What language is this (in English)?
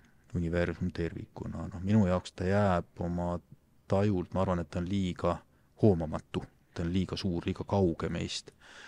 Estonian